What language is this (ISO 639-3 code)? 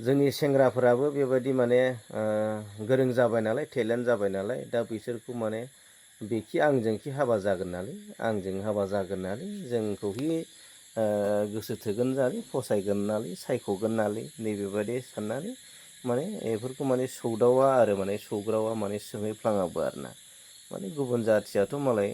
brx